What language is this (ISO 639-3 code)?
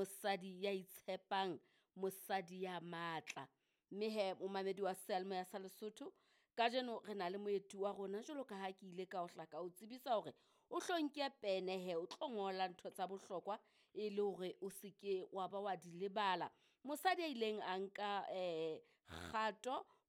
sot